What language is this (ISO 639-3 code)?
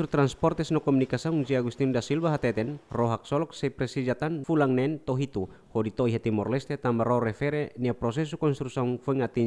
tet